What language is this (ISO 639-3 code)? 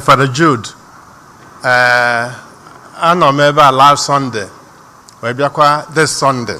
ibo